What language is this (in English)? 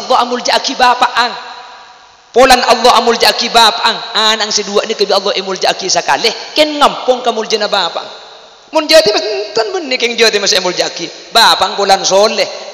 Madurese